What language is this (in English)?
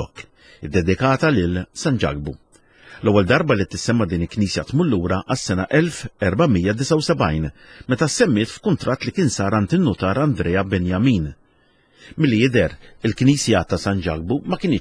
Maltese